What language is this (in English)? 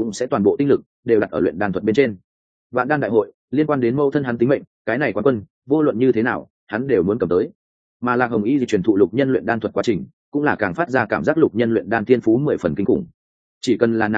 Vietnamese